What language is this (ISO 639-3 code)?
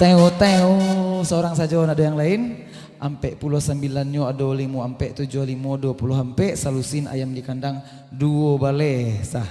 min